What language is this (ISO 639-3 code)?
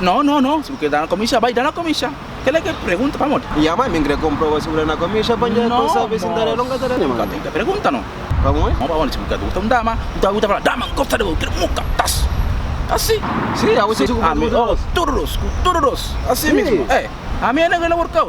kea